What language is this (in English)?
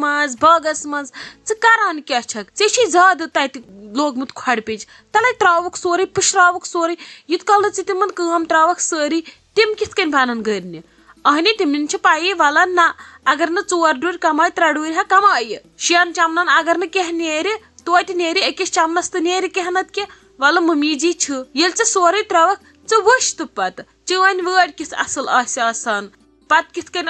Kashmiri